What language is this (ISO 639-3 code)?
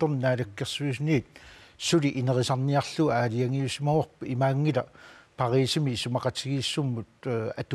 kal